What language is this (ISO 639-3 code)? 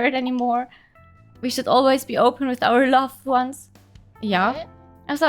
gsw